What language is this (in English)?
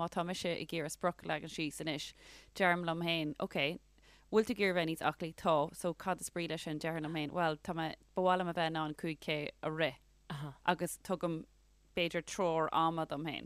Irish